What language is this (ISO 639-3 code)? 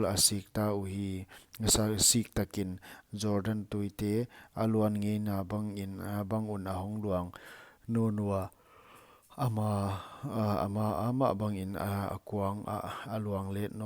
pck